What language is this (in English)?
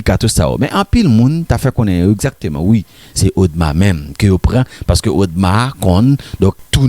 Haitian Creole